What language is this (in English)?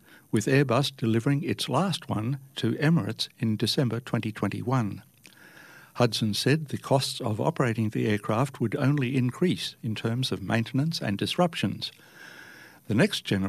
English